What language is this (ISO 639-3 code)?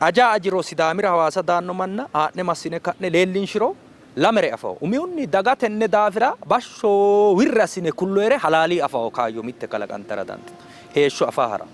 sid